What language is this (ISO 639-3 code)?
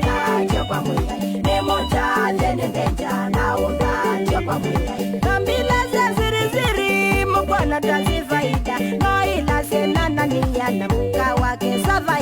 kam